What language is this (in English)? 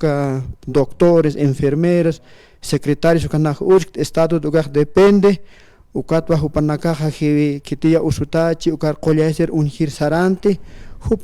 Aymara